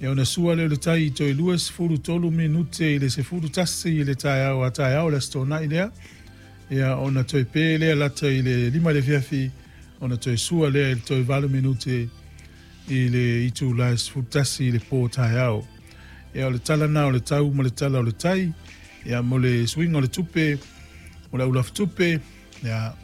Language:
Samoan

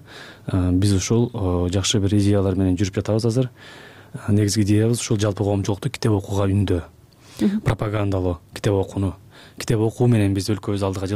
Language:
Kyrgyz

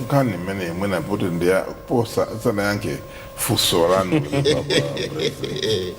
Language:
Nyanja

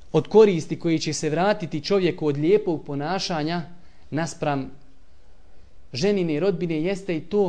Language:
Bosnian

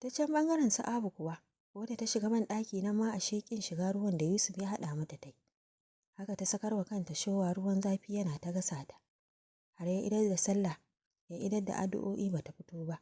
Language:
Hausa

